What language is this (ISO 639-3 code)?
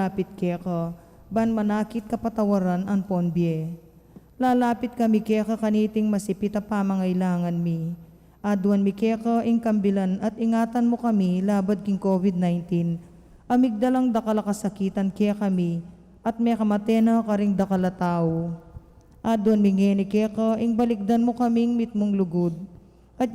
pam